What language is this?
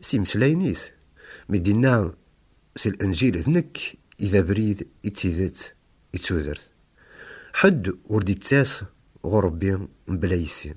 Kabyle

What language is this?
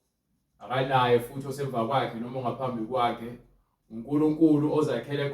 Zulu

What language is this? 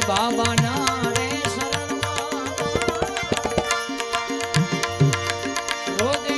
Gujarati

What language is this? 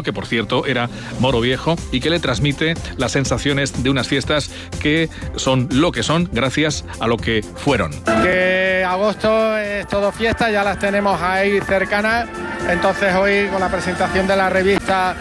Spanish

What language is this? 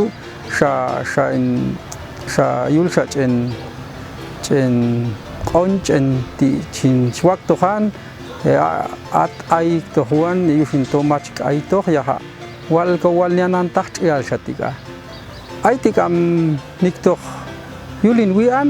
Popti'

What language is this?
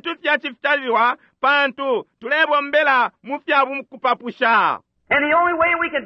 Bemba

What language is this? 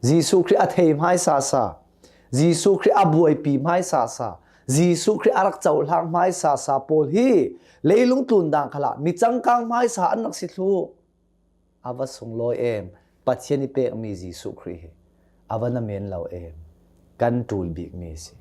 Hakha Chin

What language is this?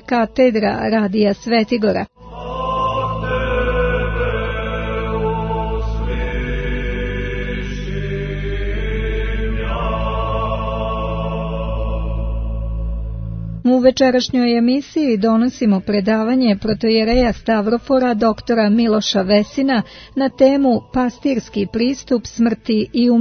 Serbian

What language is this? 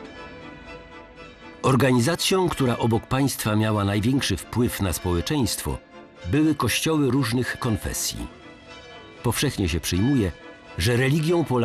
Polish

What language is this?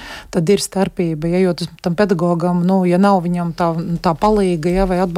Latvian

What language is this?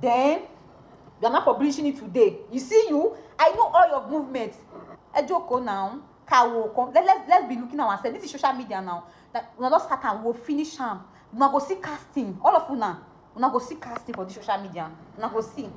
Nigerian Pidgin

